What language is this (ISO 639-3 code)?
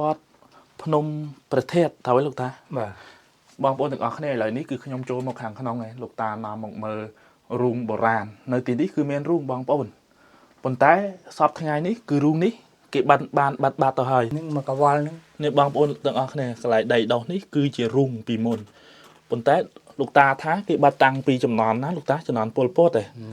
khm